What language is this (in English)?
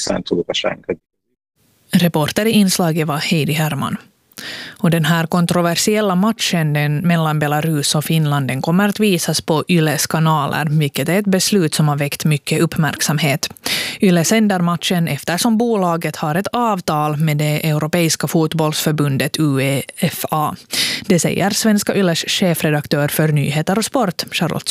Swedish